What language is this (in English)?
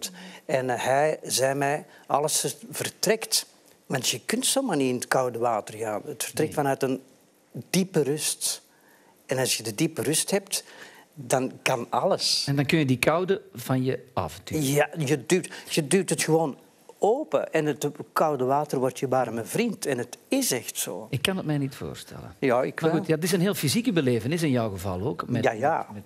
Dutch